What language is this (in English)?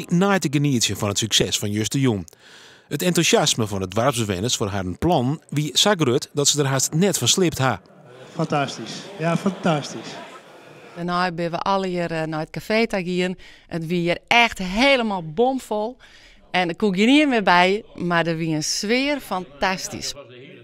Western Frisian